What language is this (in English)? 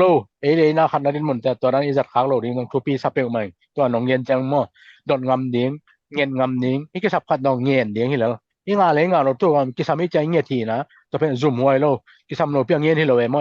Tedim Chin